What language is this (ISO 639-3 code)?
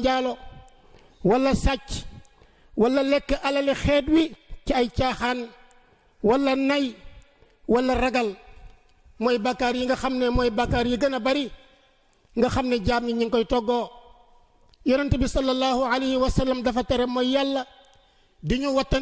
wol